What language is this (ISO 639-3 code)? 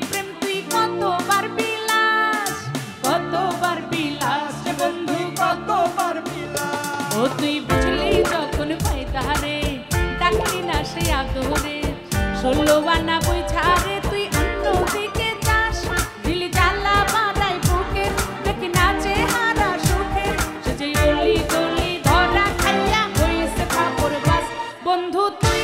ben